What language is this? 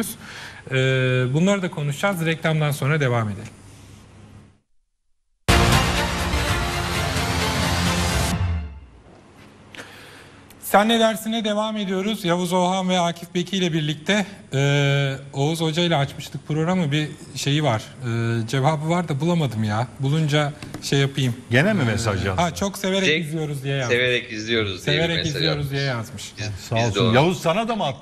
Turkish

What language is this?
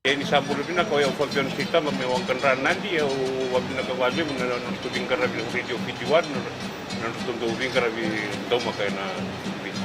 Fijian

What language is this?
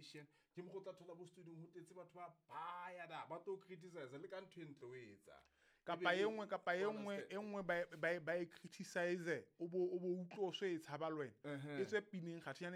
Southern Sotho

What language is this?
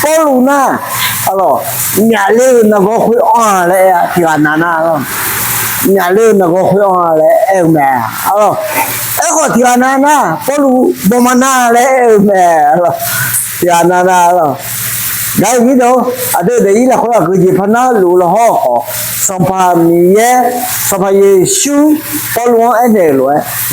Akha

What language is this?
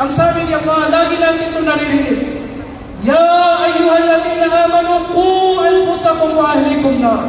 Maranao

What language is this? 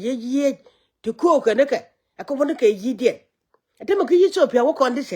Nuer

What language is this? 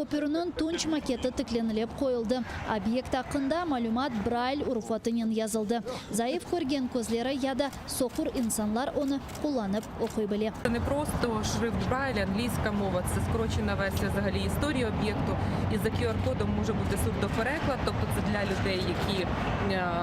Crimean Tatar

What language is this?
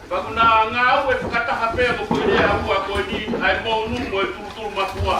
Tongan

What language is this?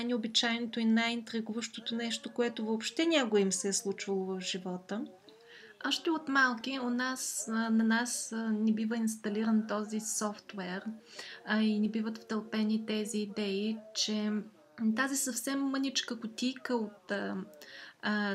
Bulgarian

